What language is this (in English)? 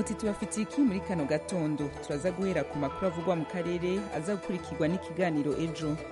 Kinyarwanda